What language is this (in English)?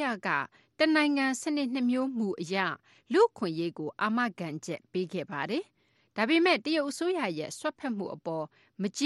Burmese